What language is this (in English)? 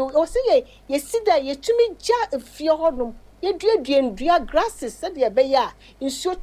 Akan